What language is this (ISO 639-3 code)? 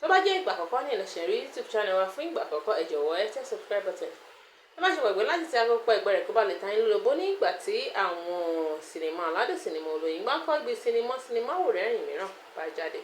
yor